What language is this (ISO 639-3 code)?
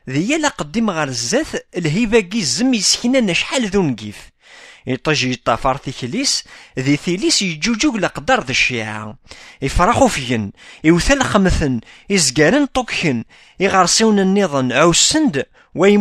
kab